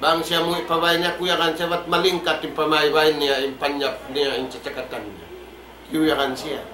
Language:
Tausug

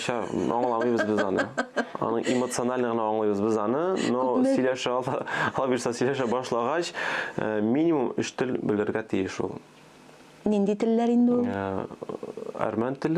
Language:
Tatar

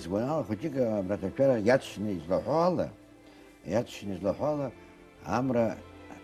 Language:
Abkhazian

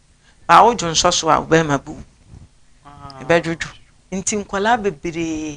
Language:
Akan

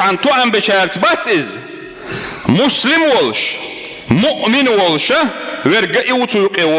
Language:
Chechen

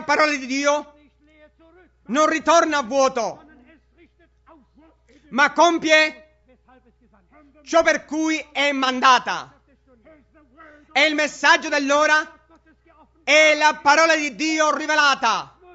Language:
Italian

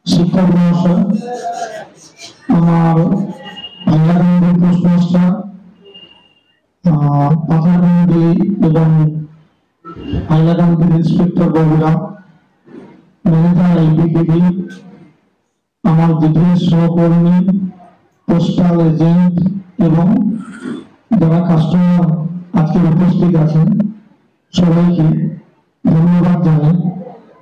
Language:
Bangla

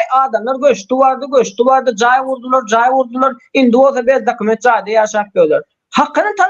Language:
Turkmen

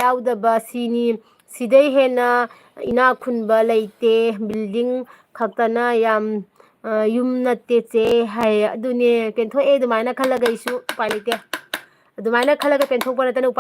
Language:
Manipuri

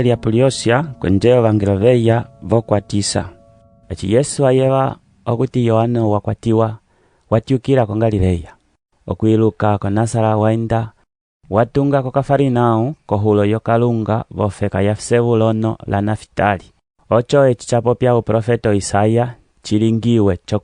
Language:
Umbundu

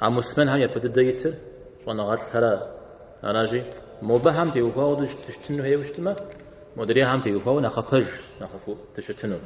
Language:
Kabardian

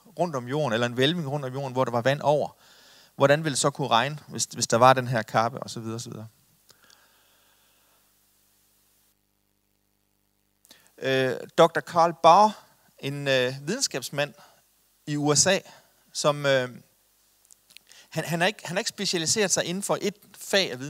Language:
Danish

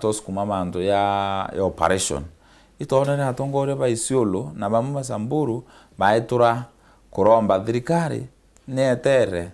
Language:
Meru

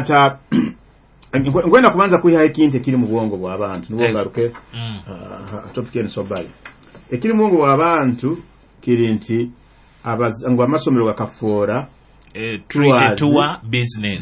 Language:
Nyoro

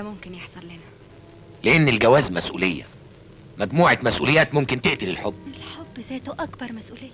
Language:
Egyptian Arabic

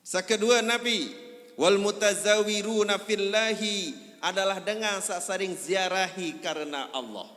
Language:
Sasak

